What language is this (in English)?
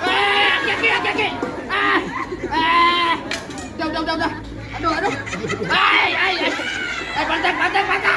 Betawi